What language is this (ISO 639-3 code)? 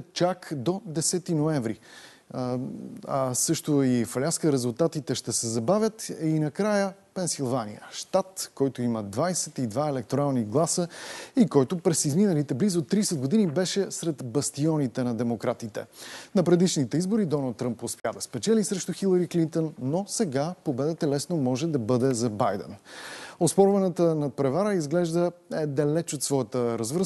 bul